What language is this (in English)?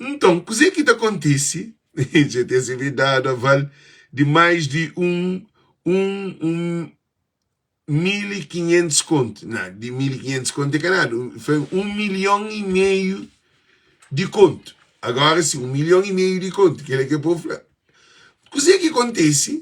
Kabuverdianu